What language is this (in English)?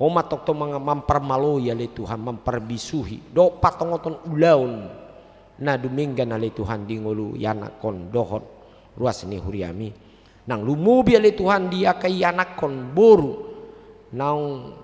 Batak Toba